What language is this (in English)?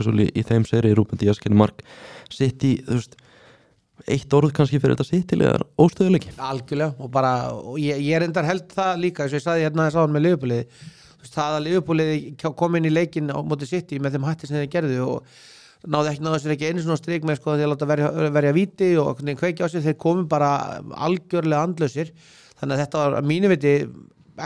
Icelandic